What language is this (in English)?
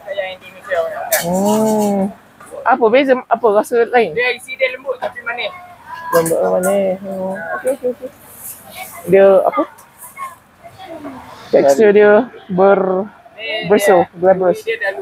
Malay